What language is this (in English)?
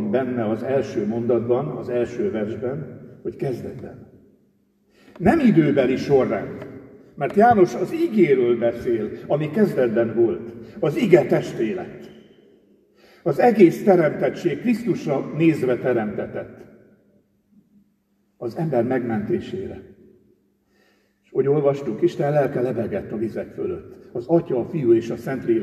Hungarian